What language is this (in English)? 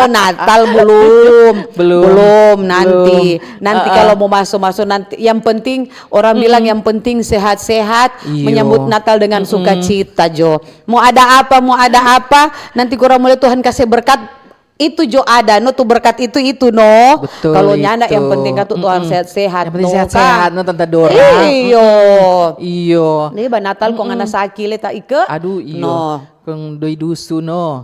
Manado Malay